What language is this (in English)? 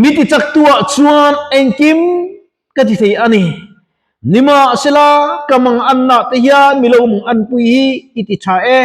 Mizo